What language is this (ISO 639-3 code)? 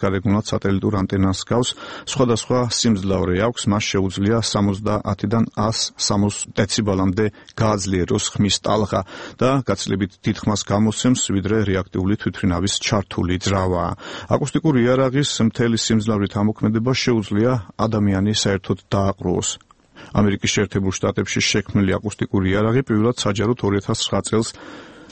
kat